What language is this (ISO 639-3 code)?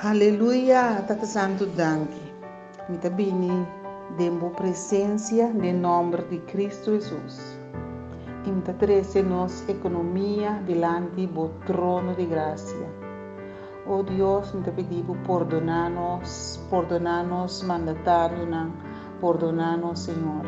pap